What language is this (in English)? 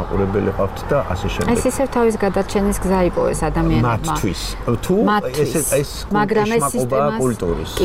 Georgian